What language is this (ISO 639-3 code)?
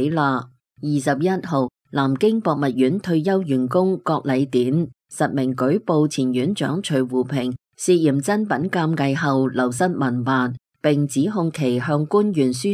yue